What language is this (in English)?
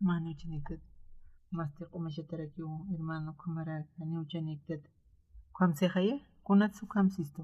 Aymara